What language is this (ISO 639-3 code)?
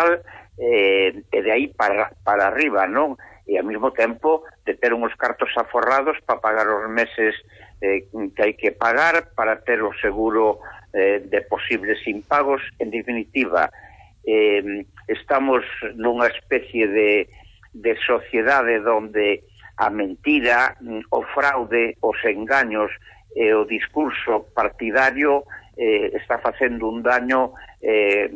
glg